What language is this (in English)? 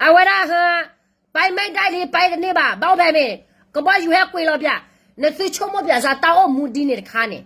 S'gaw Karen